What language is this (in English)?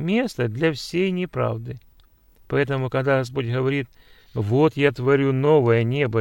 Russian